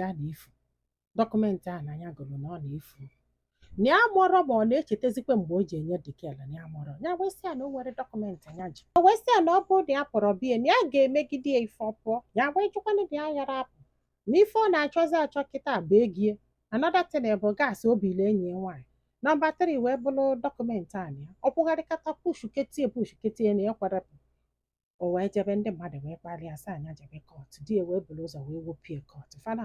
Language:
Igbo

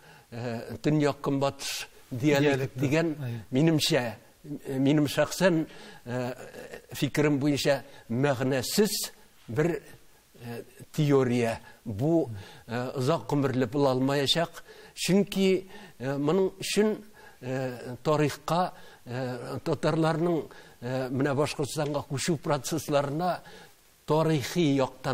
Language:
Tatar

